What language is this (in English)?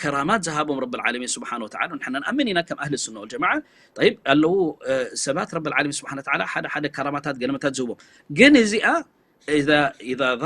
Tigrinya